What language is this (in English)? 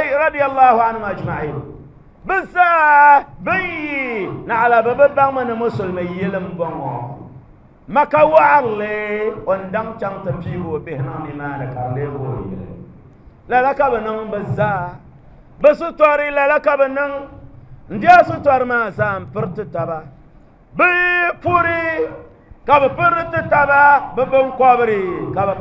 Dagbani